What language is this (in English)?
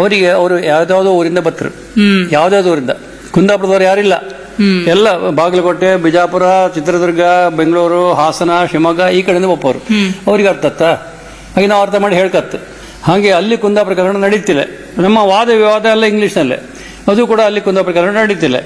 Kannada